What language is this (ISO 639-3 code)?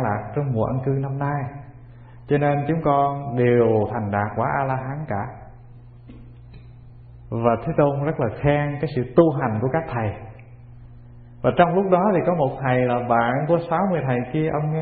vie